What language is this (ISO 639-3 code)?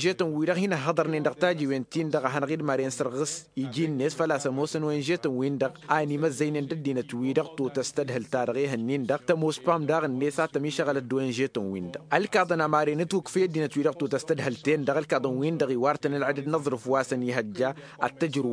taq